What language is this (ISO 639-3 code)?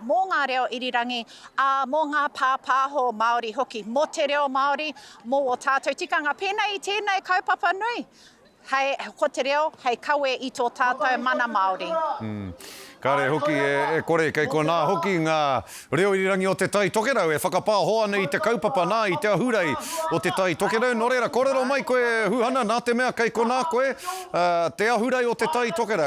mri